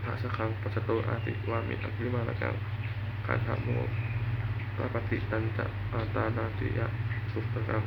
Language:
Pali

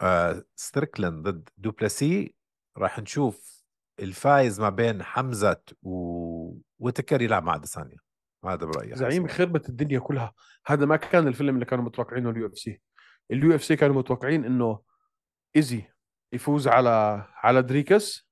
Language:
North Levantine Arabic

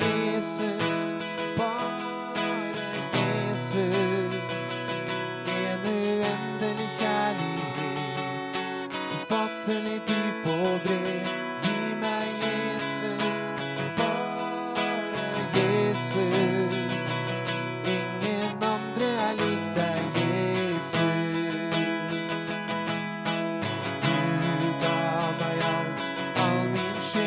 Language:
Norwegian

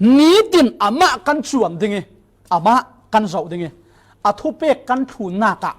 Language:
Falam Chin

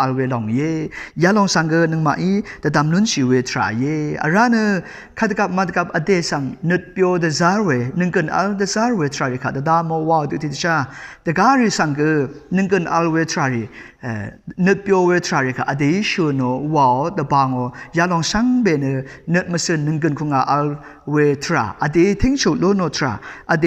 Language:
Rawang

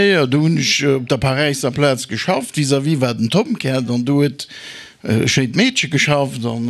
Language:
Luxembourgish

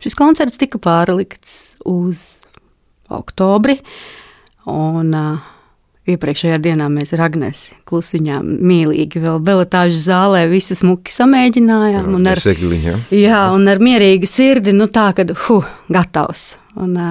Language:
Latvian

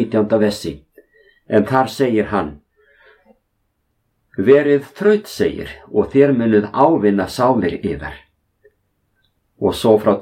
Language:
Icelandic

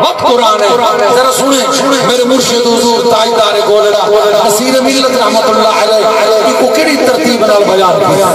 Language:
Saraiki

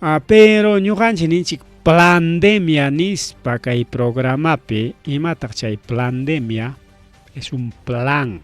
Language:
Ayacucho Quechua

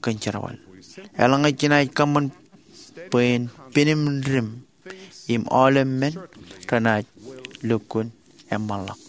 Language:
Marshallese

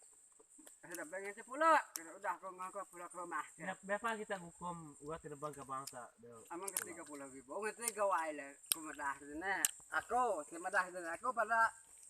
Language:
Iban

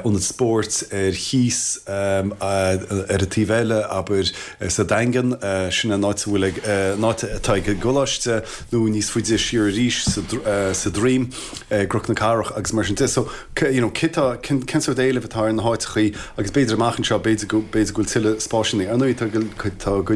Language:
Irish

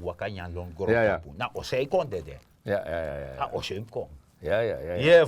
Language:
Sranan Tongo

